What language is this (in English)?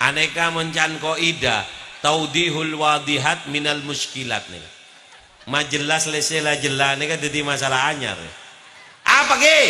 Madurese